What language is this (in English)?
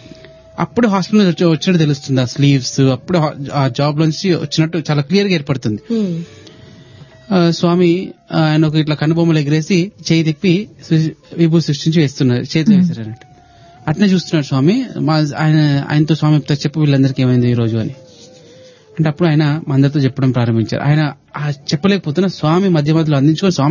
Telugu